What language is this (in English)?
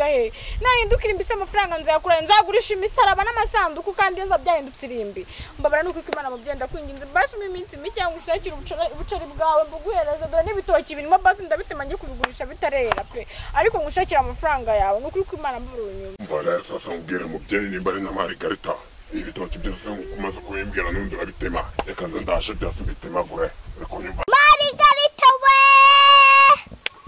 Kinyarwanda